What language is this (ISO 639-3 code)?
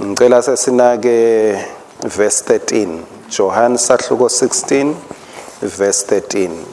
ssw